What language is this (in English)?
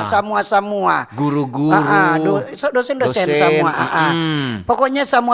Manado Malay